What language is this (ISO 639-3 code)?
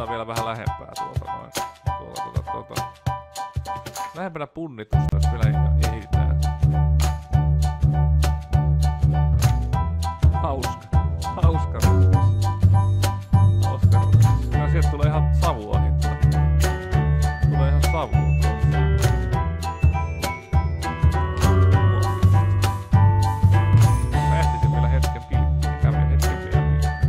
fin